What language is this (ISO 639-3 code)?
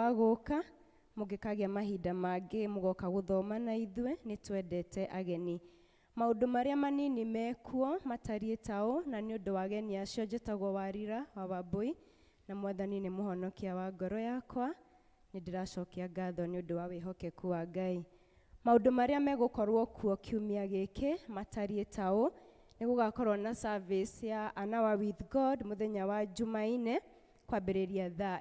kik